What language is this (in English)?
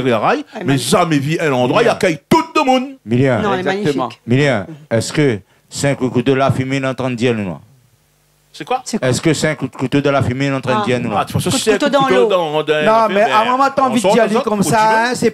Réunion Creole French